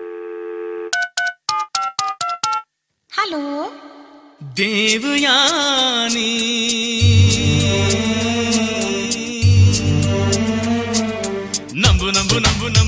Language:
Kannada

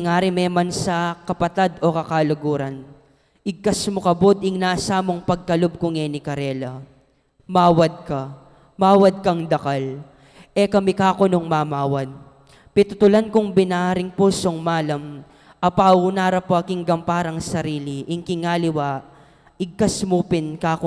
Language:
Pampanga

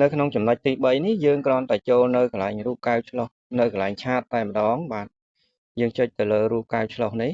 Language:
Khmer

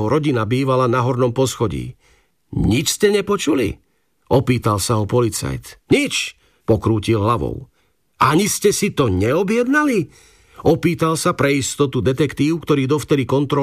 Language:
Slovak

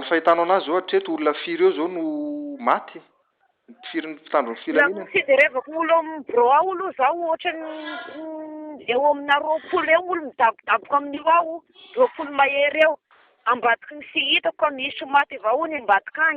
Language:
Malagasy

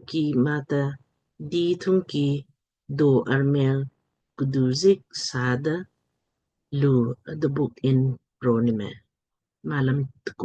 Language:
Lamkang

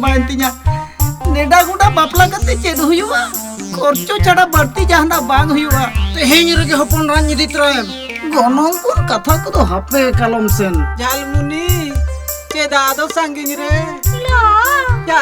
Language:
Santali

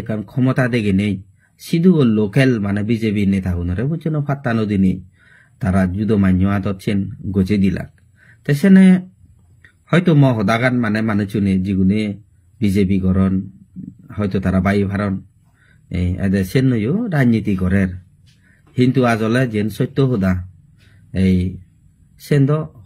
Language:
Chakma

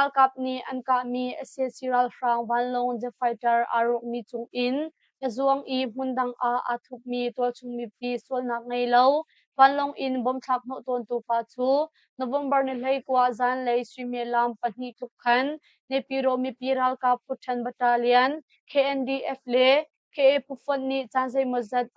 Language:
Hakha Chin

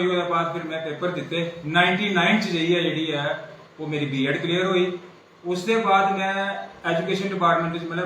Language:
Dogri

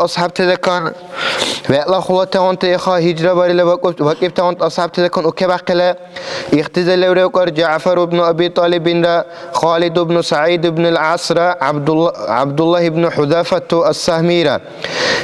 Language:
Dargwa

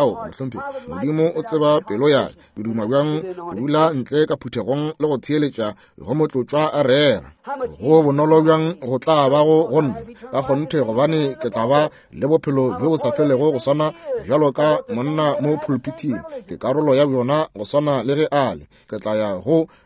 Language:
Northern Sotho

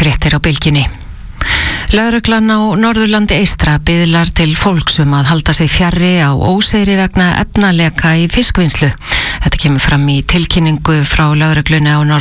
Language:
Icelandic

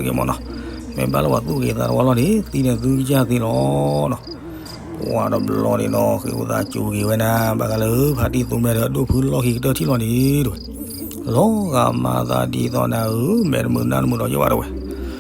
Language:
S'gaw Karen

